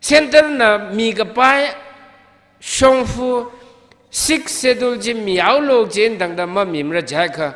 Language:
Tangkhul Naga (India)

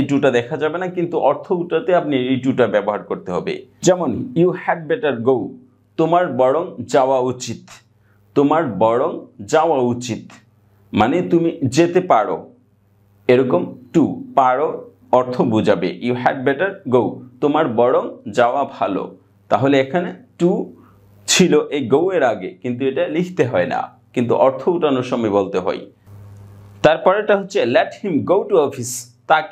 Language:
Bangla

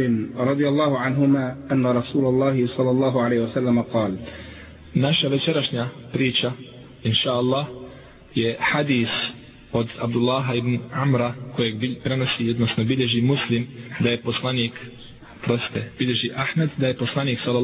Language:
Bosnian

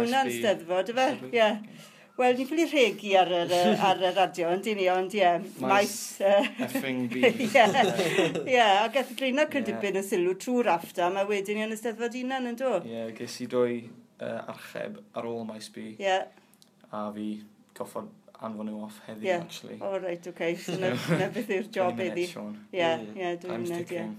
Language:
Welsh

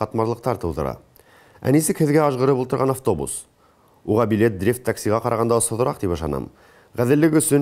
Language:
Bashkir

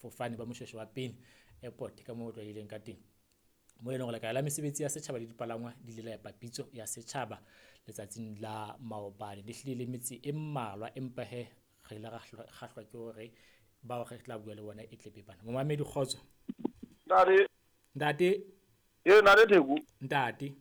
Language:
Southern Sotho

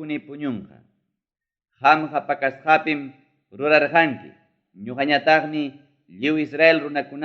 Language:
Ayacucho Quechua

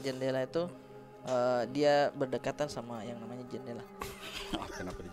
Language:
Makassar Malay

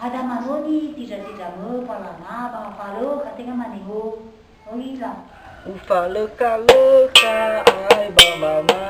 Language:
Nias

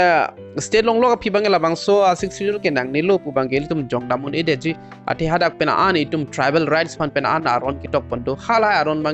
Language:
Karbi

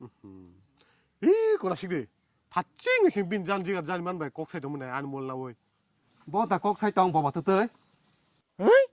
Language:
Kok Borok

